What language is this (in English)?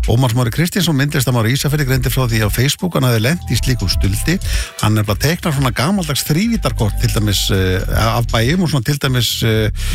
Icelandic